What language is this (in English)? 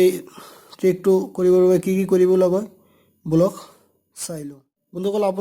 Assamese